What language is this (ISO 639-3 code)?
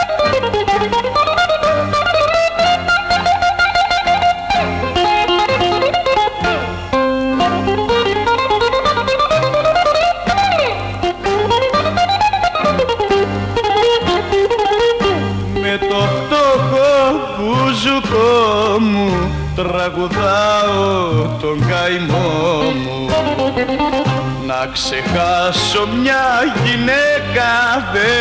ell